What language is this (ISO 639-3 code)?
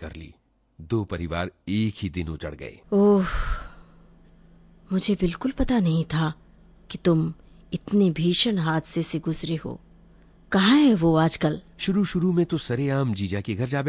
hin